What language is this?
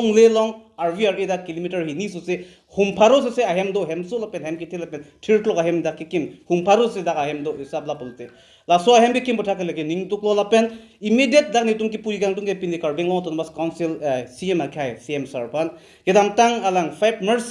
Karbi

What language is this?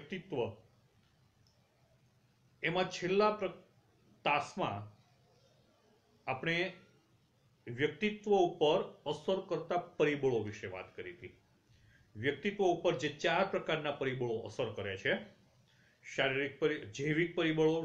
Gujarati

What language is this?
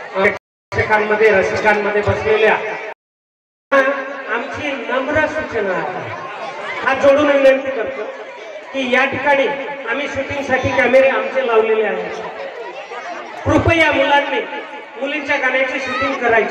Marathi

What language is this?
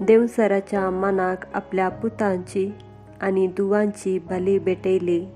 Konkani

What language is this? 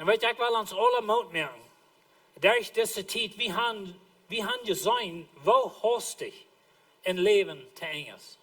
Plautdietsch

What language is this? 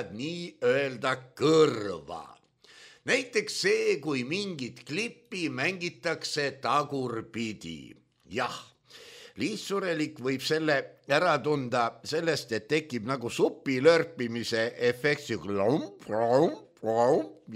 Estonian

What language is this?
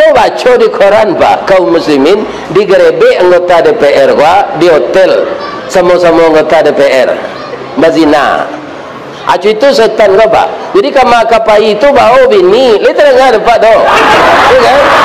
Minangkabau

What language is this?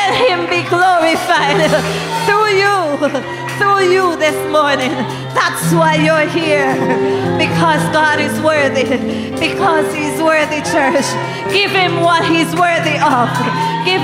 English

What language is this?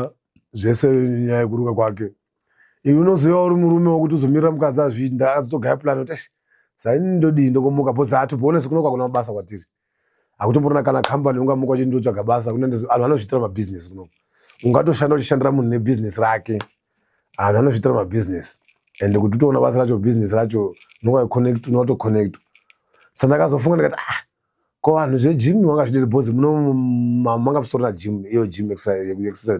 Shona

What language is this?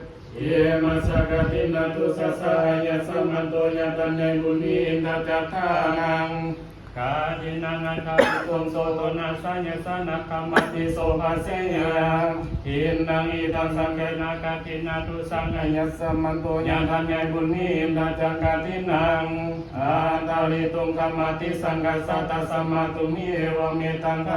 Pali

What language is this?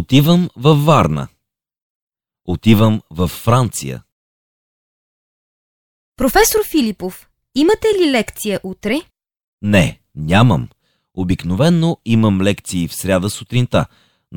Bulgarian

